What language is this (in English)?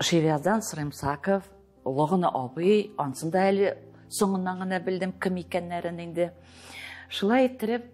Tatar